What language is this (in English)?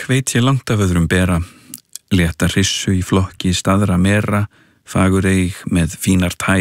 Icelandic